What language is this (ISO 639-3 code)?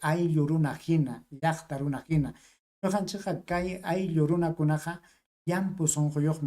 quy